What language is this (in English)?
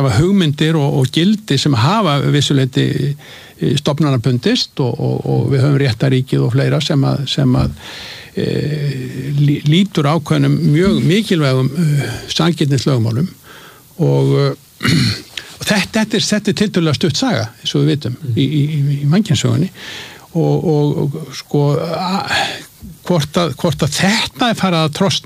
Icelandic